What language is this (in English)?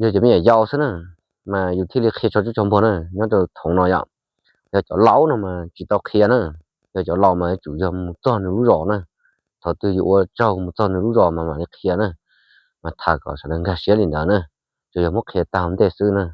Hmong